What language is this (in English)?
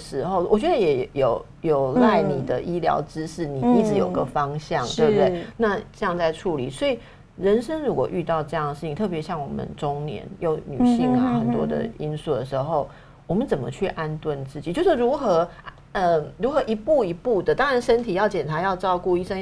Chinese